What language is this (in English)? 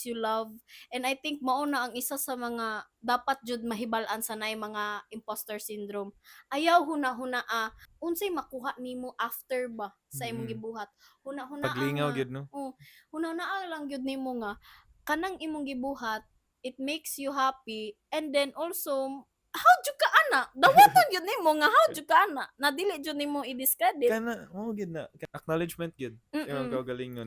Cebuano